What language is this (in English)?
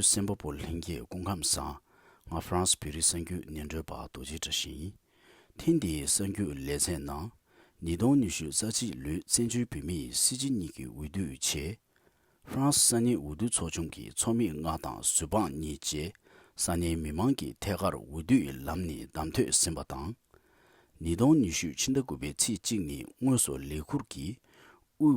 Tibetan